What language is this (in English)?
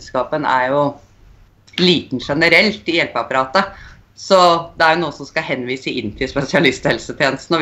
Norwegian